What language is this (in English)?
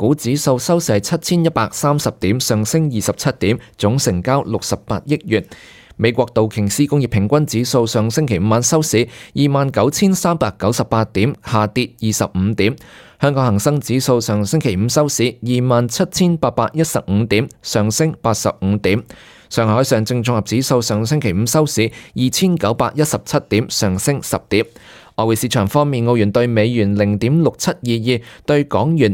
Cantonese